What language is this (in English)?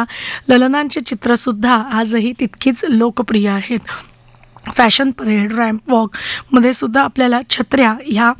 Marathi